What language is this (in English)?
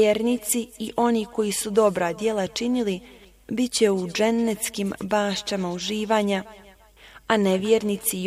Bosnian